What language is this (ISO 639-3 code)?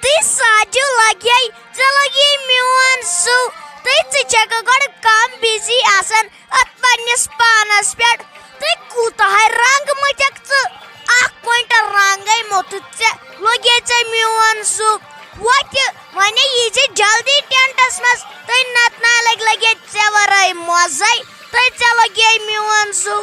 kas